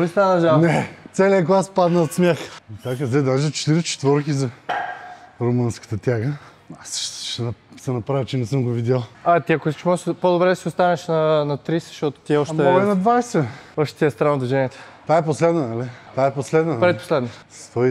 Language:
Bulgarian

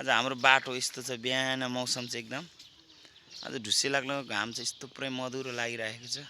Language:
Nepali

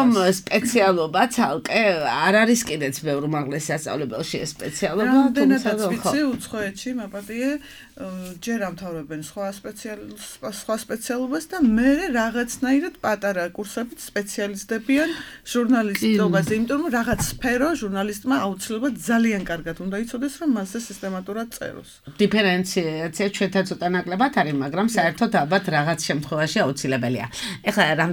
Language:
Georgian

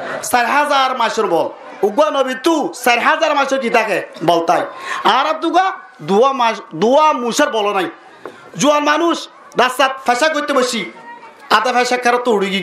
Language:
Rohingya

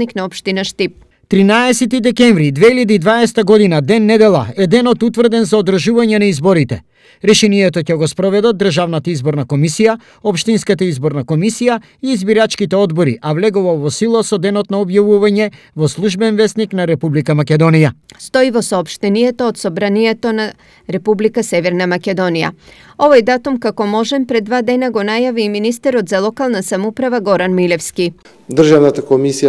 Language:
Macedonian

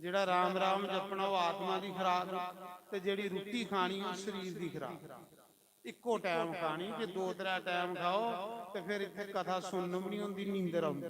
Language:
Dogri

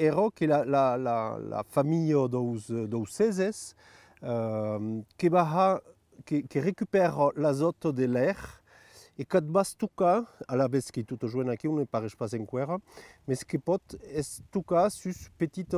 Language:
Occitan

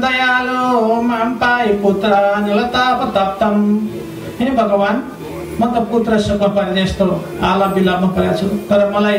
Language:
Nepali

